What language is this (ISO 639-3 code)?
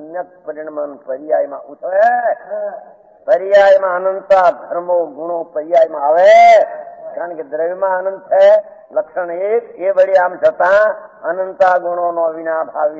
guj